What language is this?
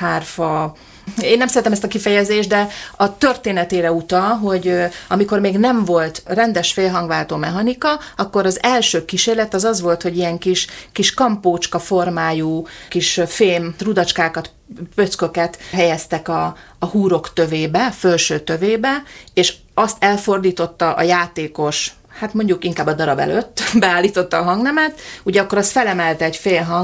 Hungarian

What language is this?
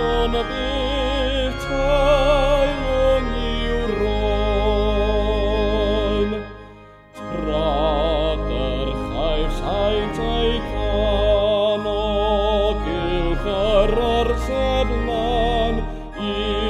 Welsh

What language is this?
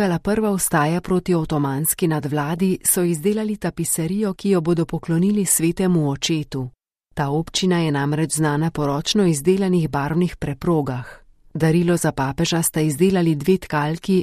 Slovenian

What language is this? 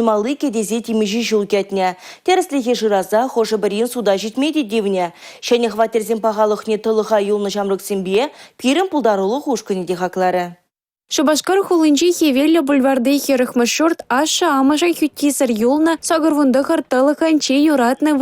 Chuvash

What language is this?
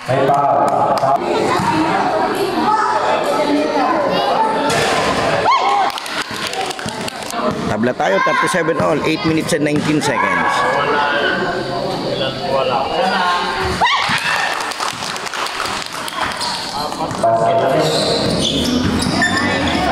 Filipino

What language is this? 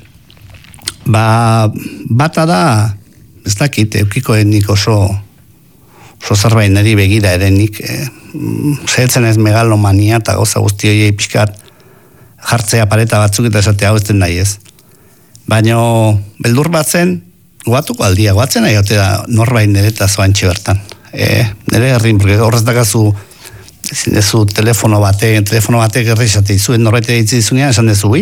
Basque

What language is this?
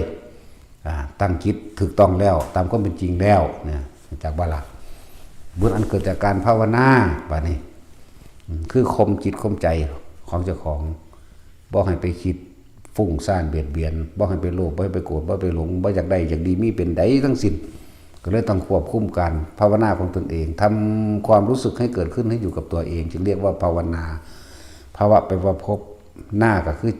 Northeastern Thai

